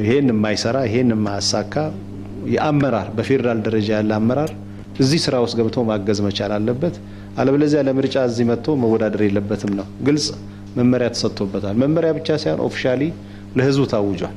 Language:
Amharic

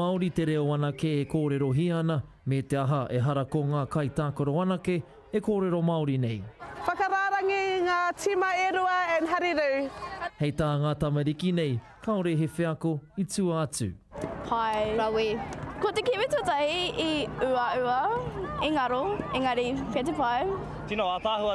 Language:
Māori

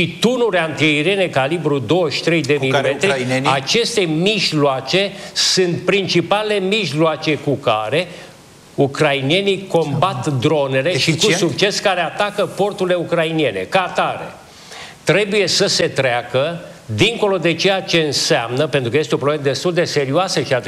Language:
Romanian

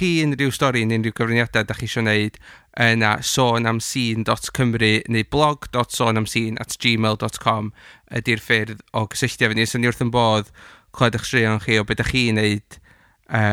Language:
Welsh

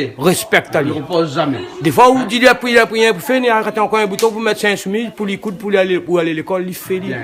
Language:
Réunion Creole French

